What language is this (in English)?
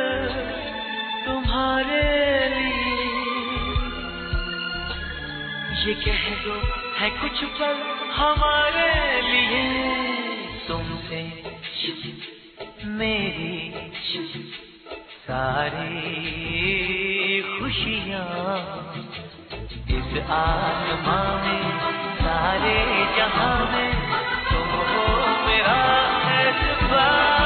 Hindi